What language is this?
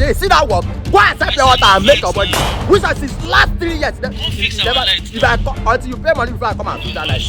Nigerian Pidgin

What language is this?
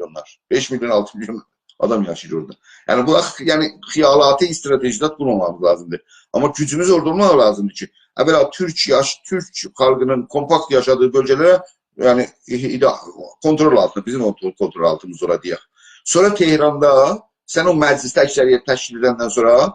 South Azerbaijani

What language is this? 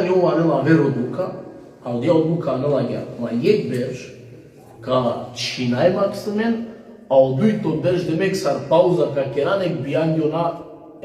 Balkan Romani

